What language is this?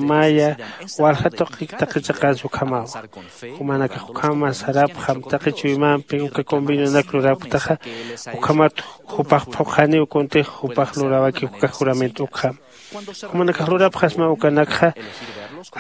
Aymara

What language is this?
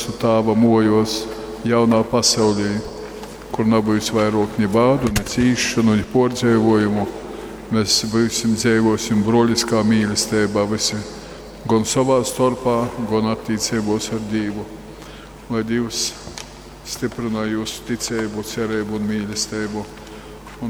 Latgalian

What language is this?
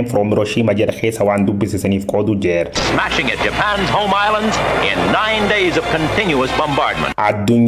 Oromo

